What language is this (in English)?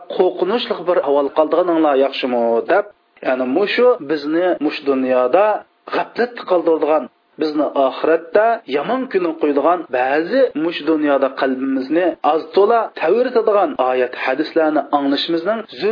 Uyghur